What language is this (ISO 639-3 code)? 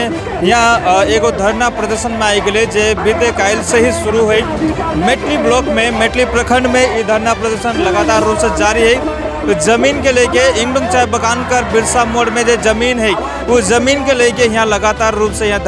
sck